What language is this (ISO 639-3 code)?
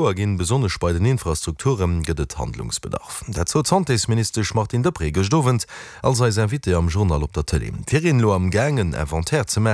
ltz